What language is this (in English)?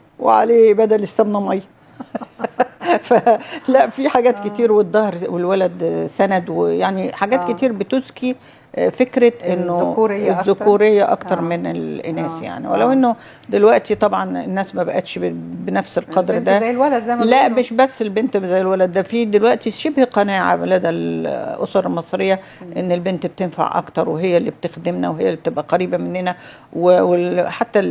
Egyptian Arabic